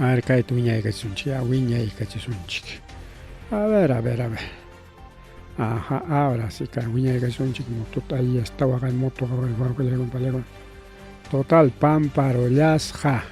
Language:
Ayacucho Quechua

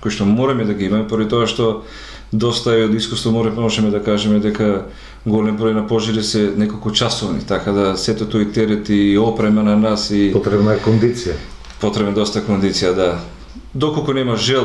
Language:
Macedonian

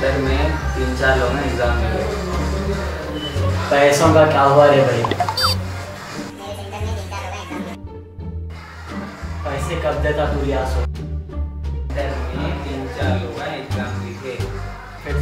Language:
Hindi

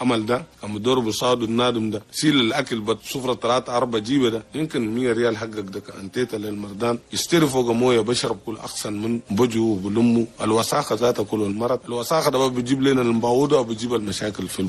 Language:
Chadian Arabic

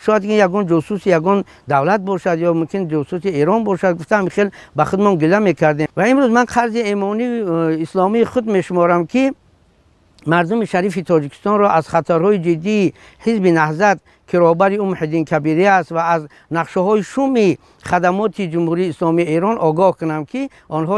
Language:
Tajik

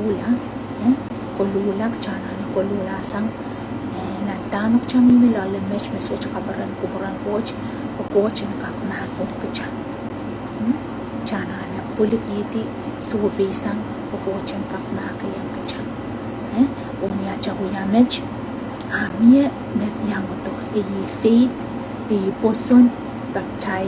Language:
Pohnpeian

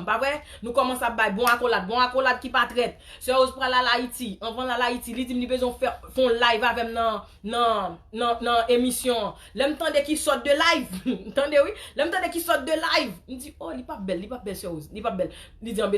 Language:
Haitian Creole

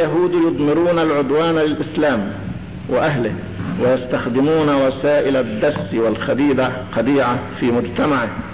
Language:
Arabic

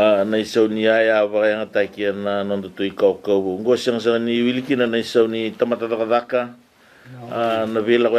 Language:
Fijian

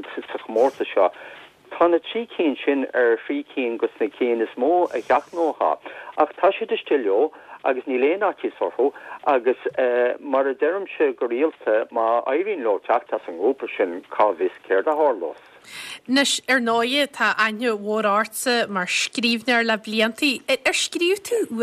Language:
Irish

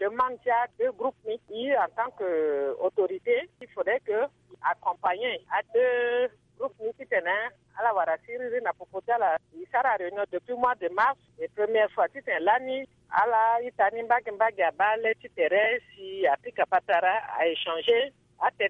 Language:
Sango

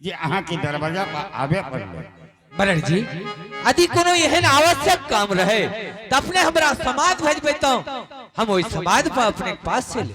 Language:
Angika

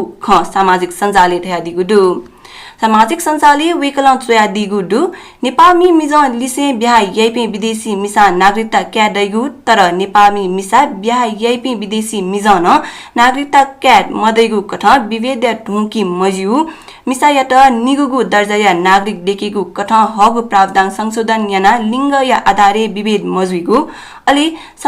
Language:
Newari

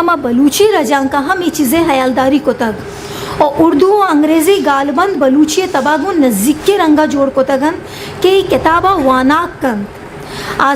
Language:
Eastern Balochi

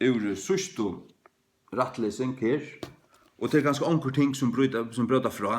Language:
Faroese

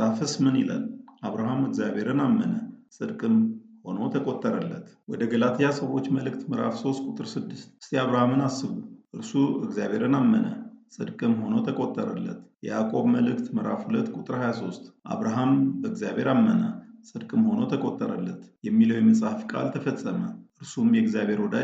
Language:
Amharic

